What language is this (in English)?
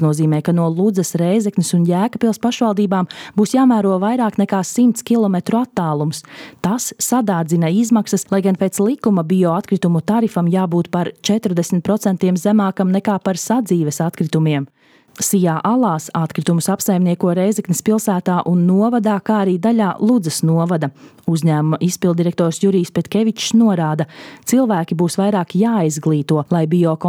Latvian